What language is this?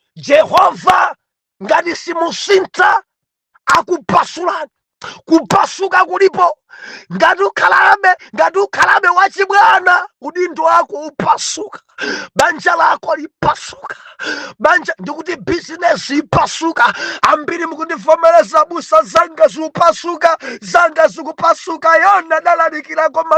Nyanja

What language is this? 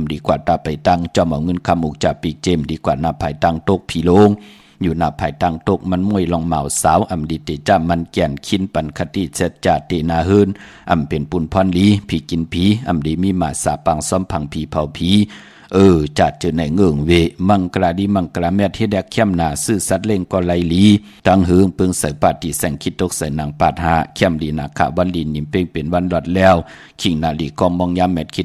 Shan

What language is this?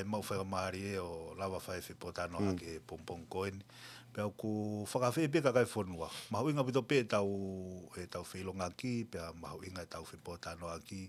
Tongan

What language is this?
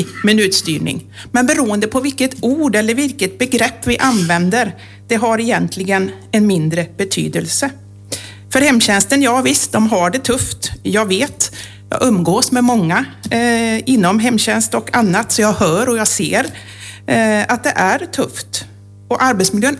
Swedish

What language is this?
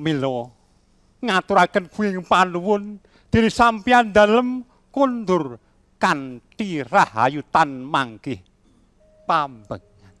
Javanese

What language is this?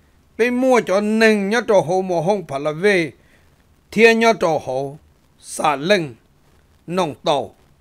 Vietnamese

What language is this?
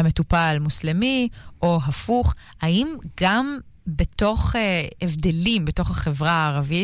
Hebrew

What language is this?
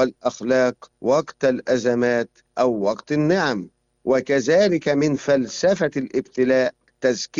Arabic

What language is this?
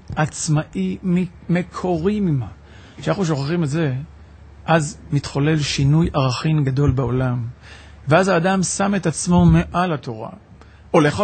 Hebrew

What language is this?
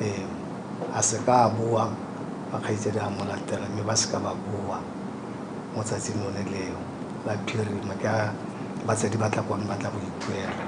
Tswana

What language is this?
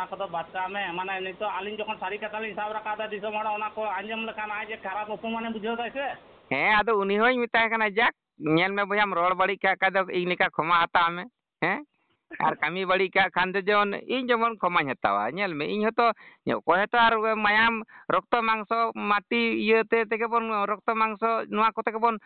Santali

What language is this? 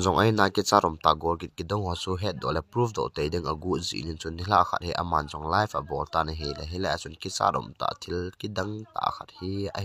Thado Chin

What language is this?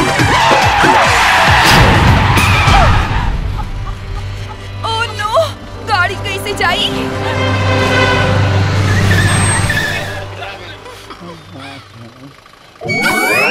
Bhojpuri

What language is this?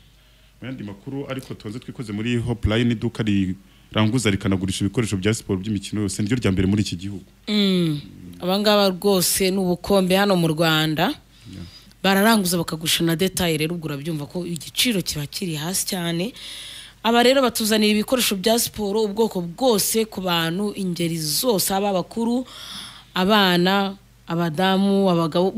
Kinyarwanda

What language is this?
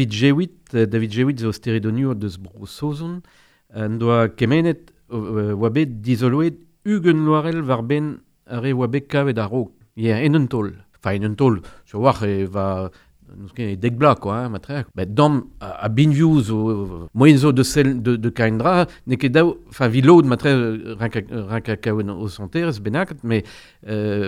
Breton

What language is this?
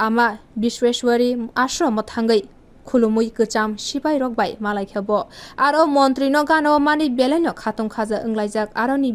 Kok Borok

